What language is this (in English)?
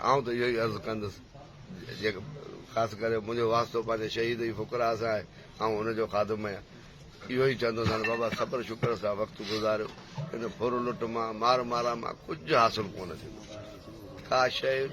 Sindhi